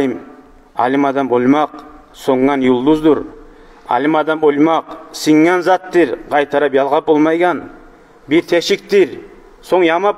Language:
Kumyk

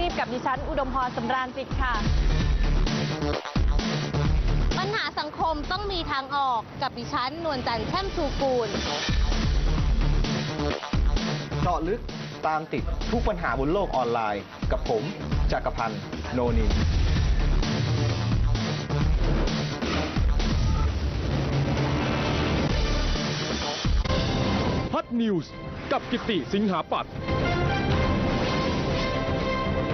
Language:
Thai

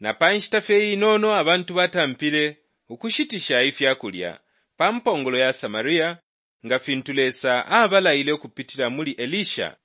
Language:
Bemba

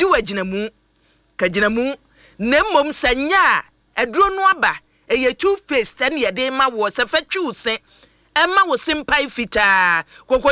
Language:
Akan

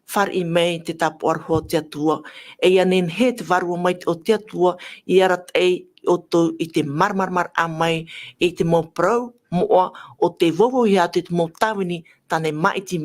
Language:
Tahitian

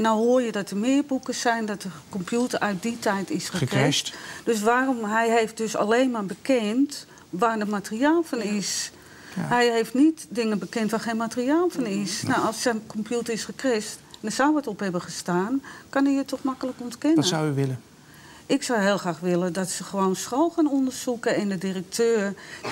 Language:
Dutch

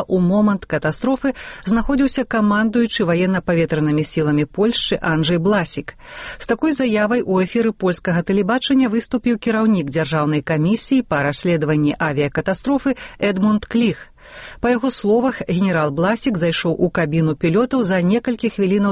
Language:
Belarusian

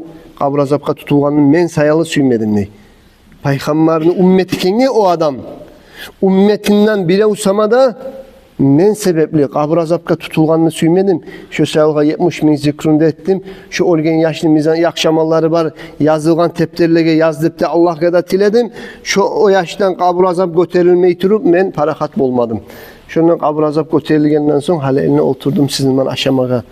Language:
Kumyk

